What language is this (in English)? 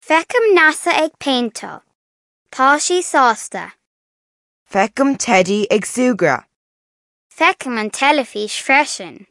Irish